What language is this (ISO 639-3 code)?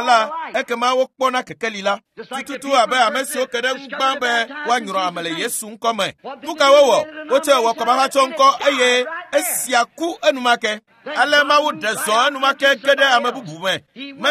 ewe